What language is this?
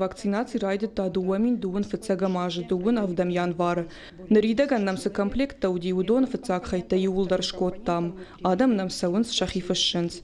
Ossetic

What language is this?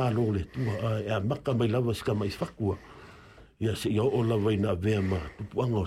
Samoan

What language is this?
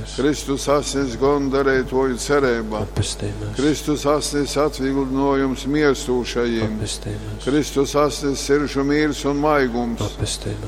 Latgalian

